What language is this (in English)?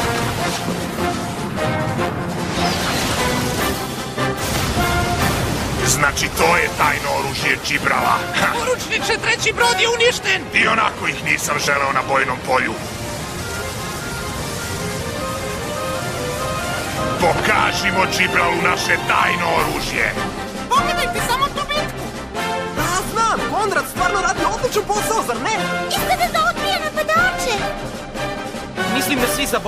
Serbian